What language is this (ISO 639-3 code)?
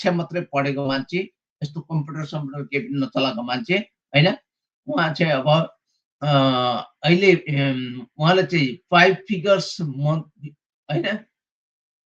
nep